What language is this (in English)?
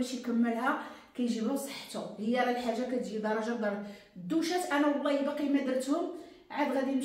Moroccan Arabic